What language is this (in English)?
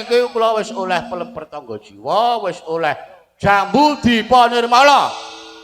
Javanese